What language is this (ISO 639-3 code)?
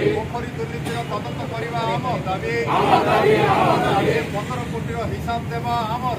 ori